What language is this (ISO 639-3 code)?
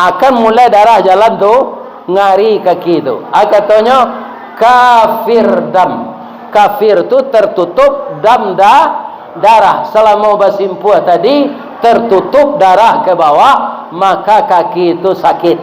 min